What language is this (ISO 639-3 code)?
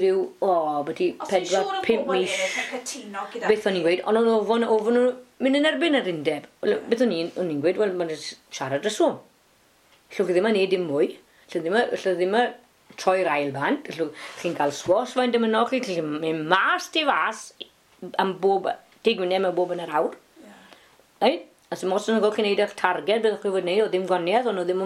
cym